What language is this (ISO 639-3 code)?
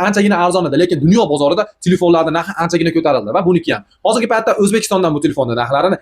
uzb